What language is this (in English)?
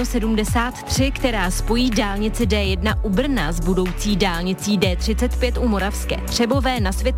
Czech